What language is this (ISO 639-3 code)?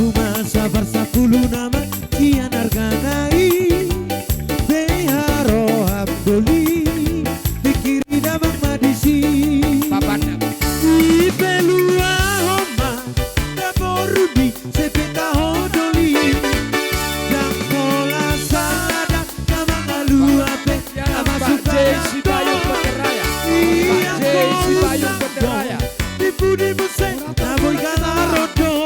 bbc